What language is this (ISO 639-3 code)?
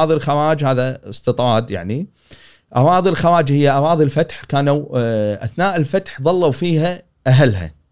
afb